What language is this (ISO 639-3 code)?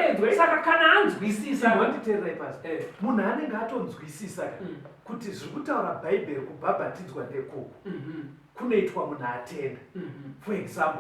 sna